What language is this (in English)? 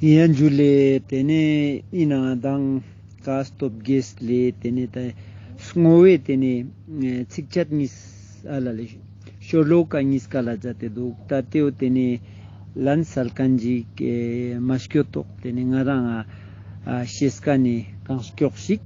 Ladakhi